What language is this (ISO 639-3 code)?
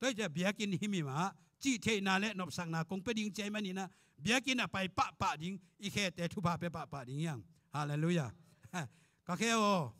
ctd